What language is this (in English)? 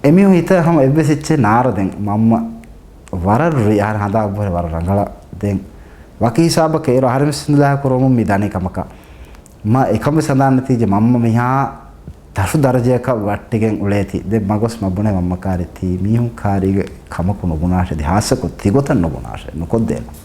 Divehi